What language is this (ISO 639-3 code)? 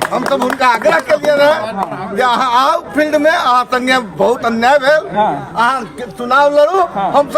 mai